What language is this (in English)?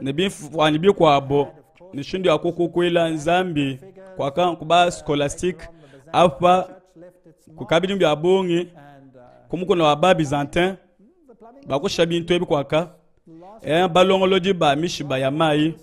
Luba-Lulua